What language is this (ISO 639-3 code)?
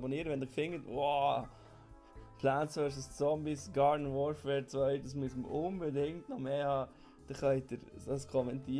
gsw